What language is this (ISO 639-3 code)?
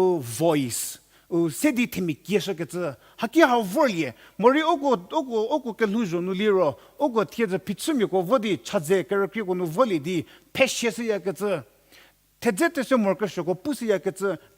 njm